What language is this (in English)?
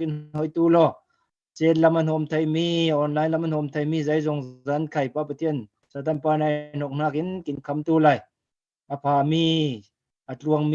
Falam Chin